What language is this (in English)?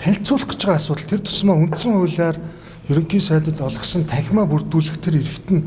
Mongolian